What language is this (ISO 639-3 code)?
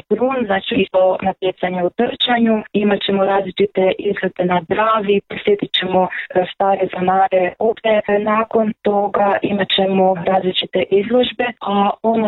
hrv